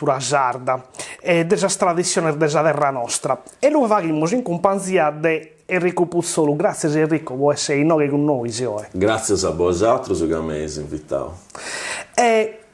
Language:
Sardinian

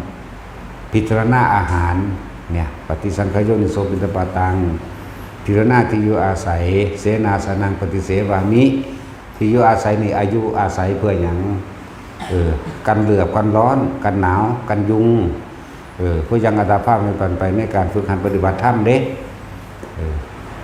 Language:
Northeastern Thai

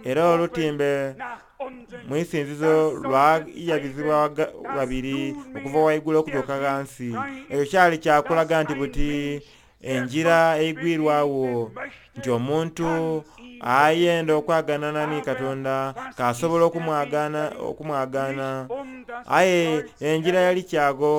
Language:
Soga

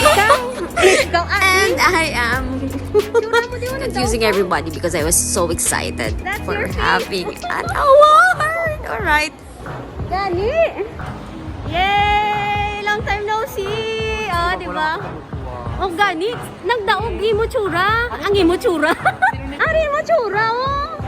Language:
Hiligaynon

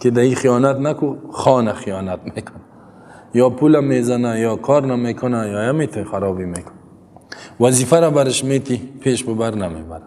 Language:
Persian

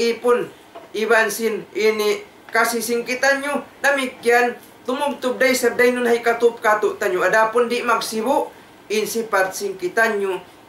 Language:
Tausug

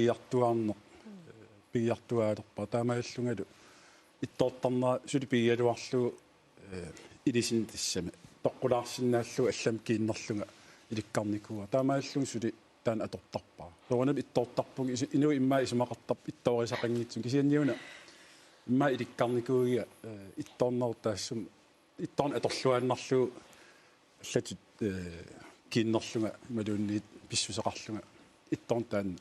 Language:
Kalaallisut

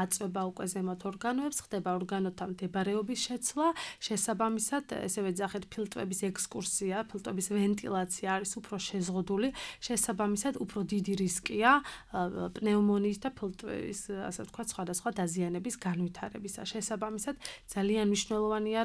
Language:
Georgian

